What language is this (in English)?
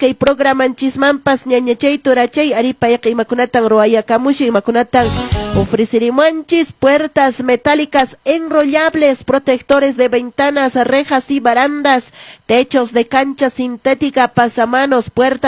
Quechua